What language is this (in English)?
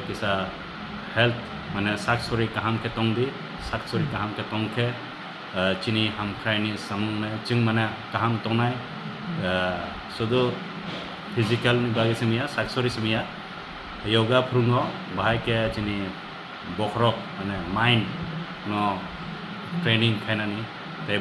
Kok Borok